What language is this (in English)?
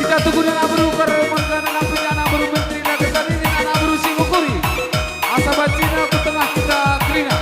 Batak Karo